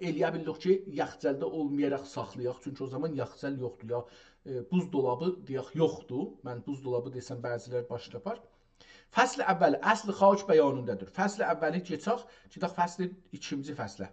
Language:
South Azerbaijani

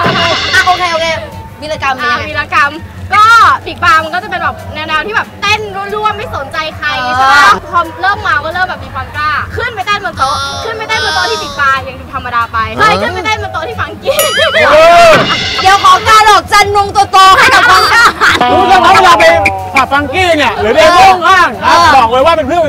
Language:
Thai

